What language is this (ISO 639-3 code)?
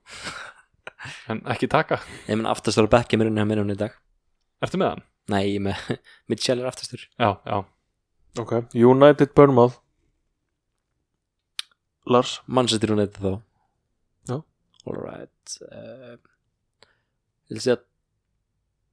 isl